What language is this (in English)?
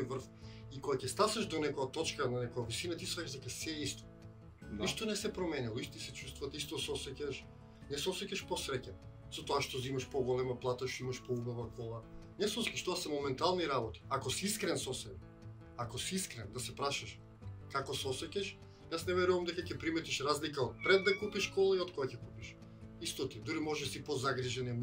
Macedonian